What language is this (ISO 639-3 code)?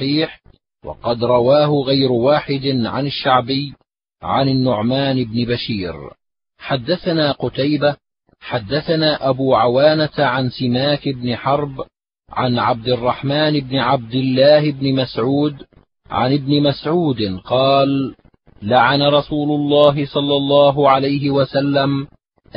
ara